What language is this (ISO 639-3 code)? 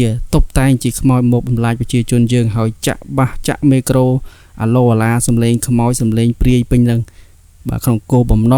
khm